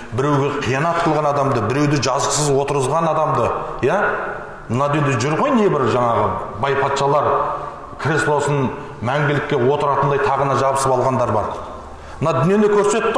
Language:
Kazakh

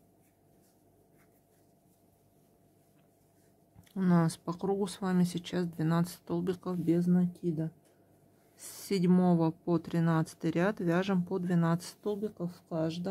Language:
Russian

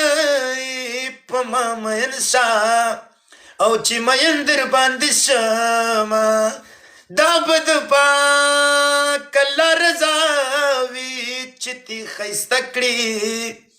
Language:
Pashto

